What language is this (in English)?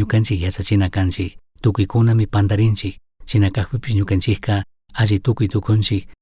Chimborazo Highland Quichua